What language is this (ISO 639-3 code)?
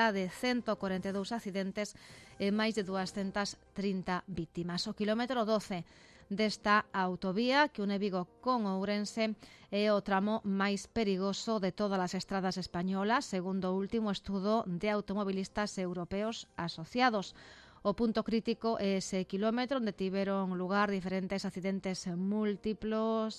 glg